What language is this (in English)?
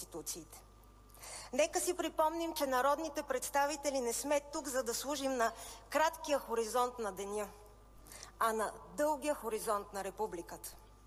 Bulgarian